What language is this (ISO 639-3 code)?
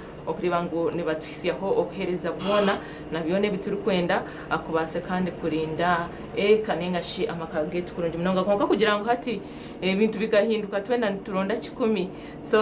nyn